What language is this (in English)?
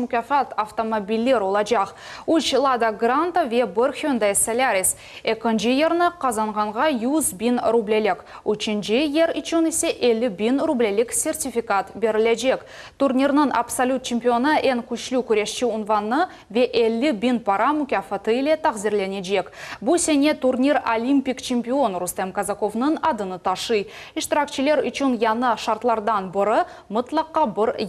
Crimean Tatar